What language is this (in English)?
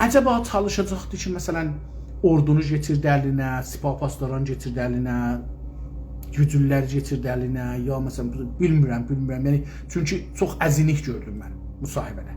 South Azerbaijani